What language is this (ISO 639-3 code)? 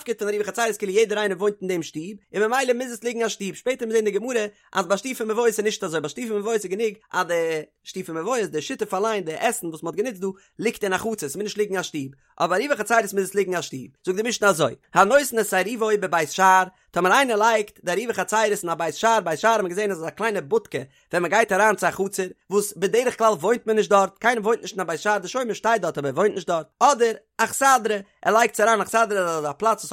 yid